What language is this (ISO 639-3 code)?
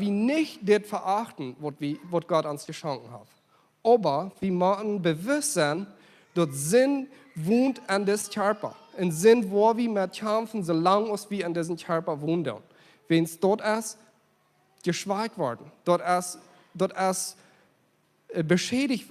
pdt